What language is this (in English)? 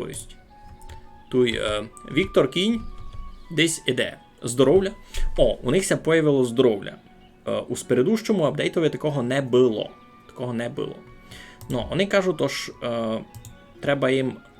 Rusyn